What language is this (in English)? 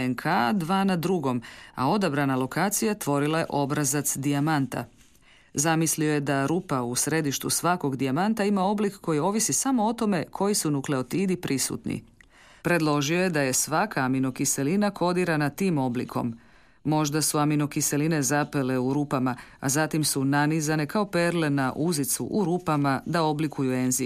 Croatian